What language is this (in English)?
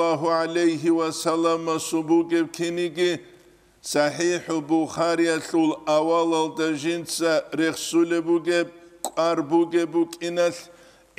Avaric